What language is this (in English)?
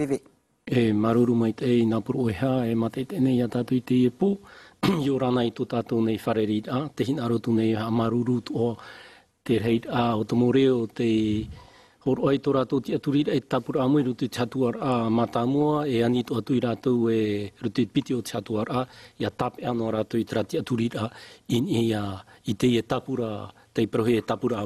Tahitian